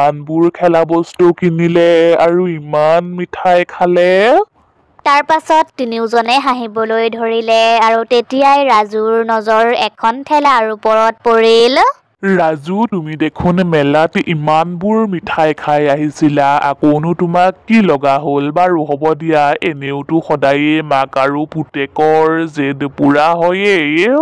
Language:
Assamese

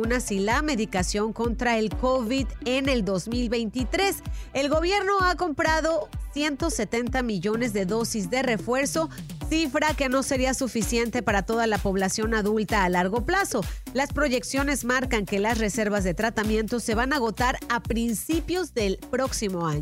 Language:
Spanish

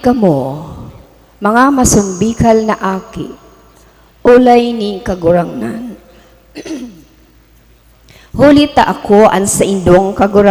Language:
Bikol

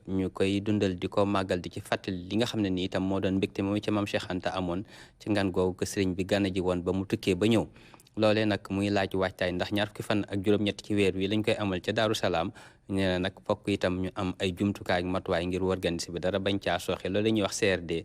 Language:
Wolof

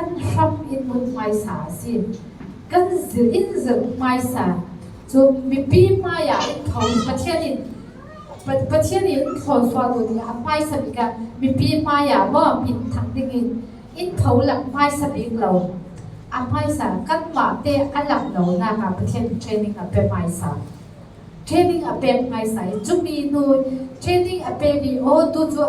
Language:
Falam Chin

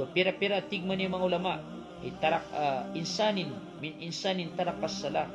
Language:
Maranao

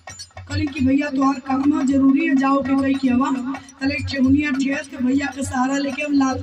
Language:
Bhojpuri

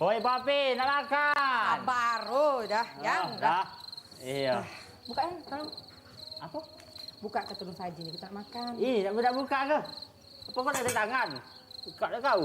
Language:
Musi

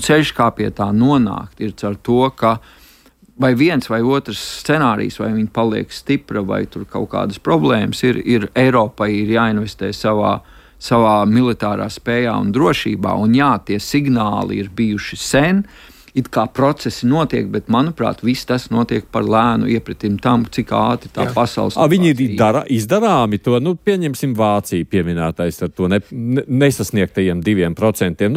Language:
Latvian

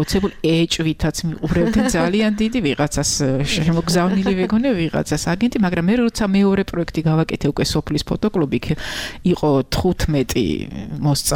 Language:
Georgian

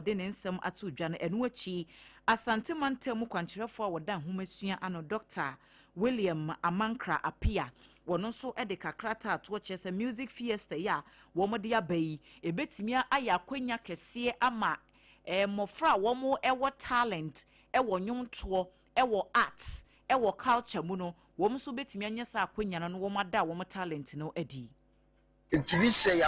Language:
Akan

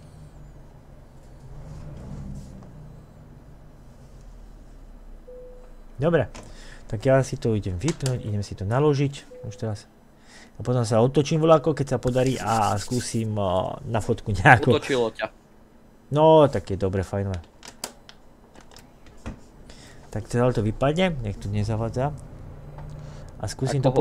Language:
Slovak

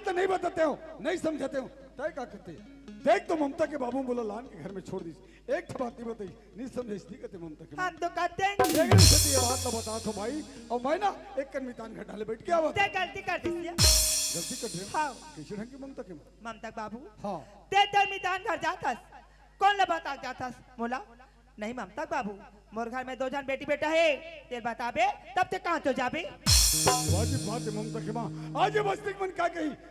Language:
Chhattisgarhi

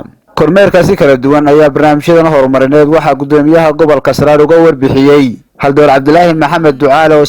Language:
Somali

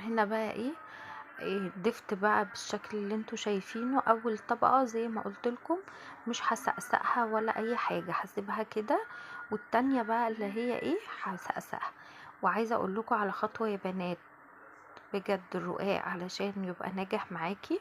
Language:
Egyptian Arabic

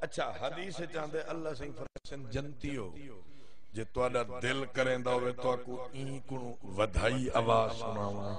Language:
Saraiki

